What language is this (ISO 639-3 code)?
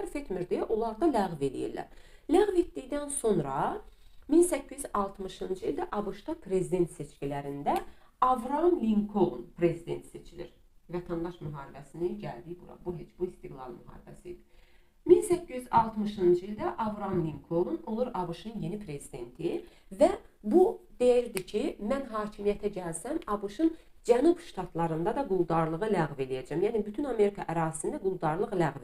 aze